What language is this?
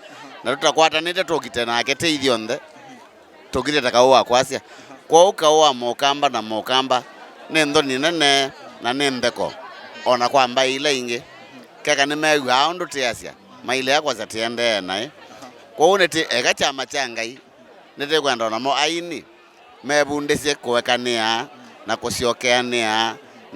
Kamba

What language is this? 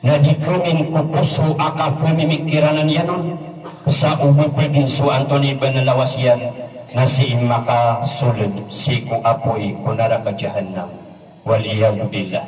Maranao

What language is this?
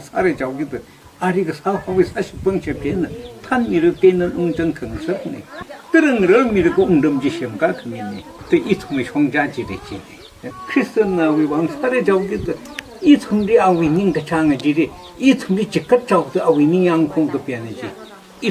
Tangkhul Naga (India)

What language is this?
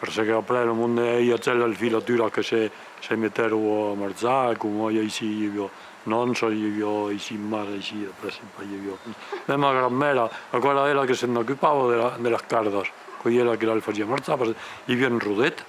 Occitan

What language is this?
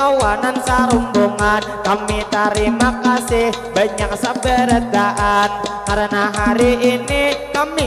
Banjar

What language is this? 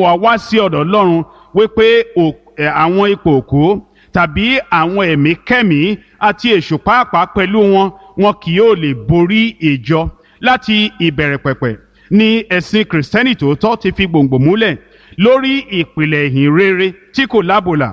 Yoruba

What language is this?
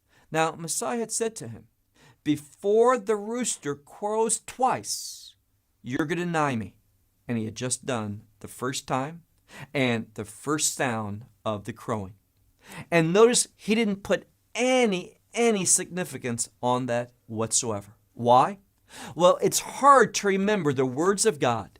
English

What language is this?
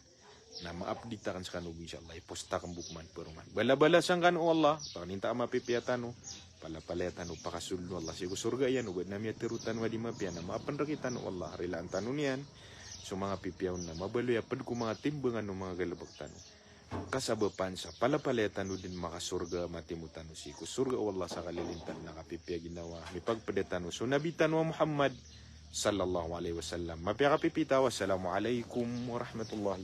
Maranao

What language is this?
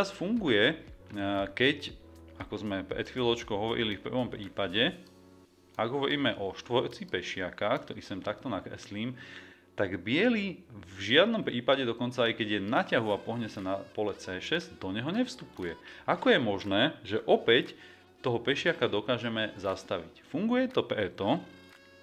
Slovak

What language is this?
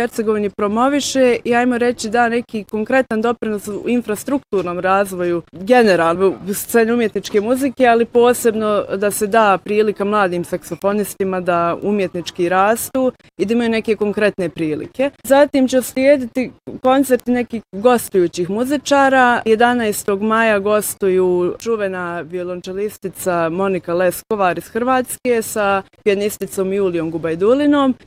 Bosnian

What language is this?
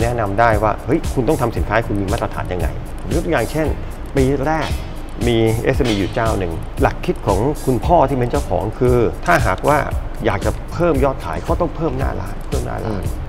Thai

